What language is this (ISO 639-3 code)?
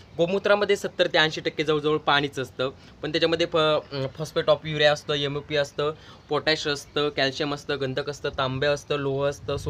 mar